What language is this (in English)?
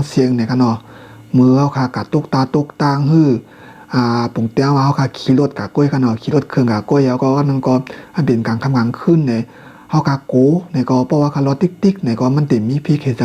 Shan